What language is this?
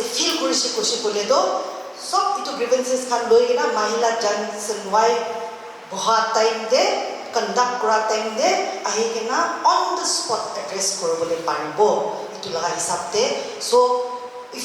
Naga Pidgin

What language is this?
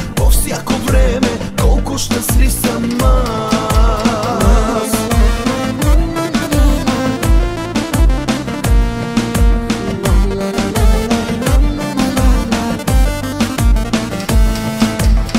Bulgarian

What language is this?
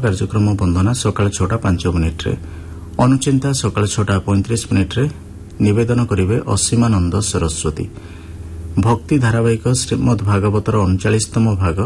Odia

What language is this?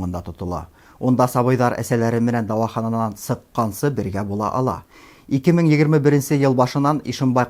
Bashkir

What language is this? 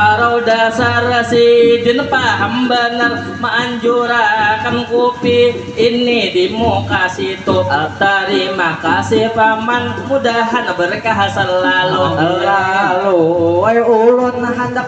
Banjar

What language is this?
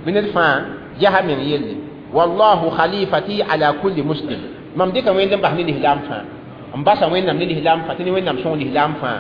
Mossi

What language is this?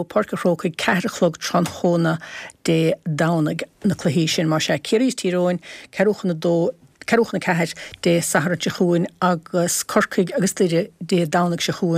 Irish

